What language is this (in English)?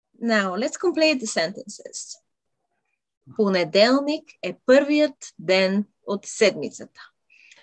Bulgarian